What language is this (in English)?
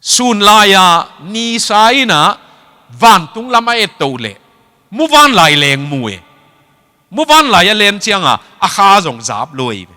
Tedim Chin